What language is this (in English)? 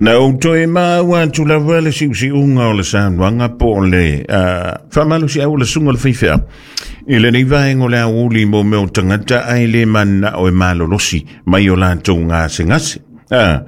Samoan